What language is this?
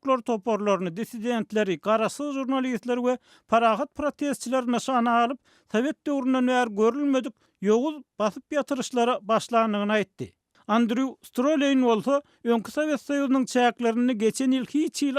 Turkmen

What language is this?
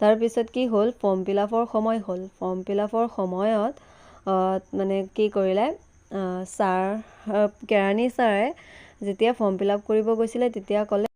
Assamese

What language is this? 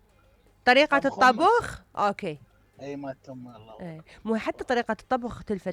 Mesopotamian Arabic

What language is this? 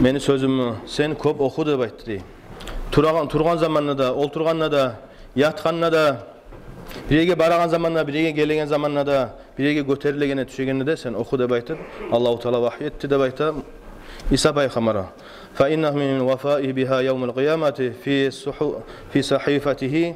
Kumyk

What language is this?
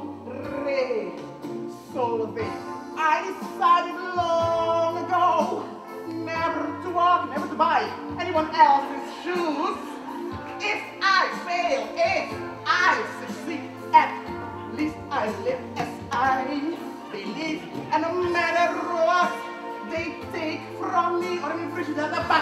Papiamento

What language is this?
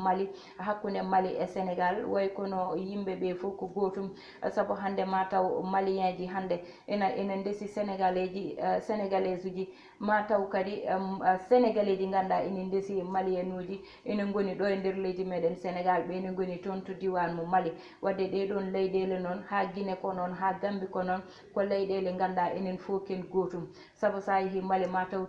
Fula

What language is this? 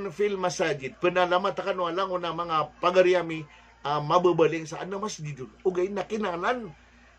Maranao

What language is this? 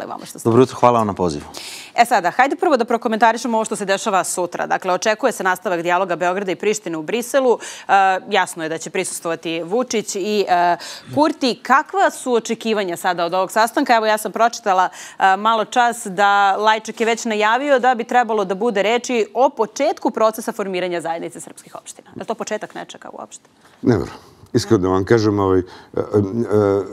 Serbian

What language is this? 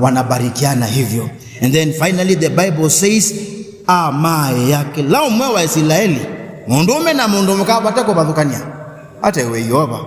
Kamba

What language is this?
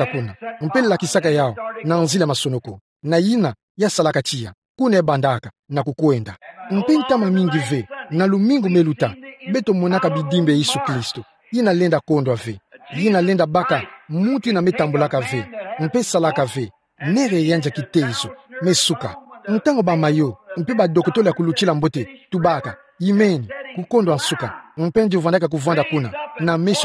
Kituba (Democratic Republic of Congo)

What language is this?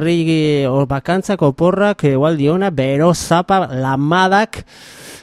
Basque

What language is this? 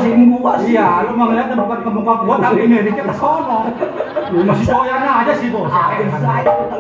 Betawi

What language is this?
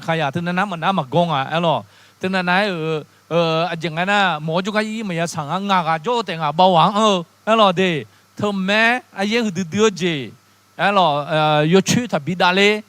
Akha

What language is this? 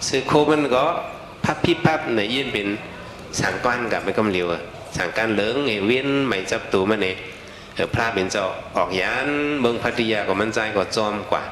Shan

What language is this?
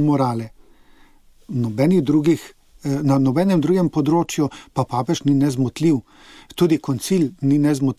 Slovenian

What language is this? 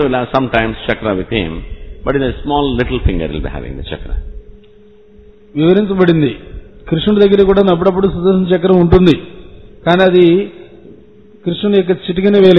Telugu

